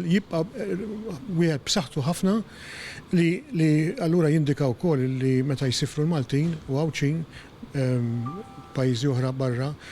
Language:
Maltese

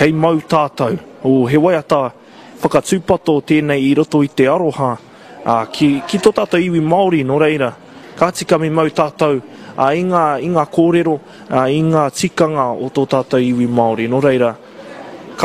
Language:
Māori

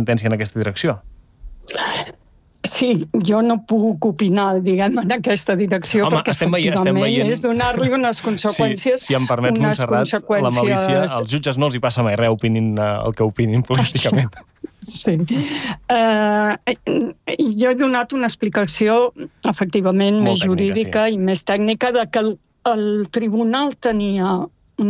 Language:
Catalan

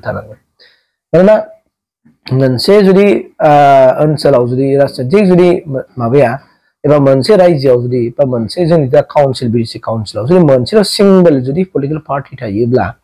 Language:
Bodo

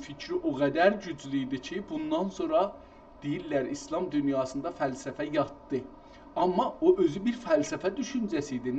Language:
South Azerbaijani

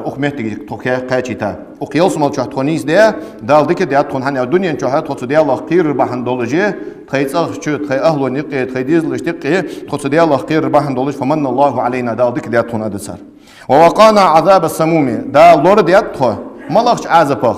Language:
Ingush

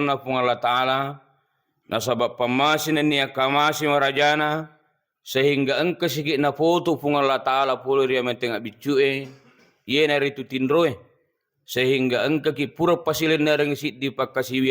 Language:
Buginese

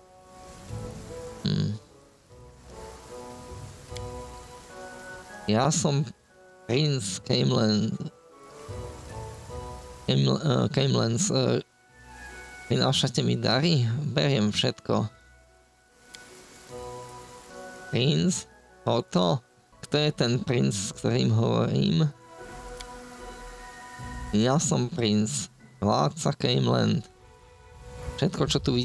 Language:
Slovak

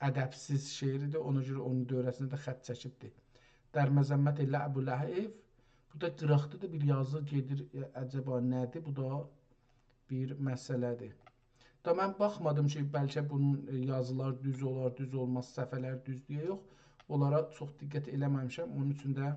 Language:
South Azerbaijani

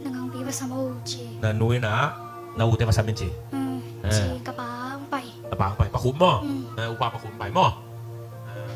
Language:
Tedim Chin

